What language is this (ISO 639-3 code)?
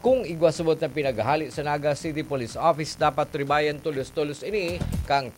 bik